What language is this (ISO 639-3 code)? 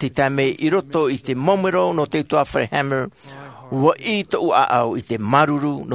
tah